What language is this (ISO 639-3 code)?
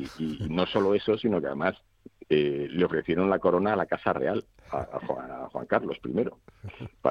spa